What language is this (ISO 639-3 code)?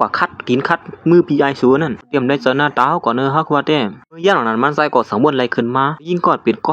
shn